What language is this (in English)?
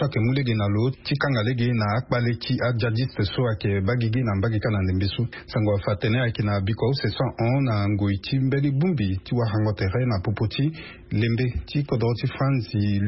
Sango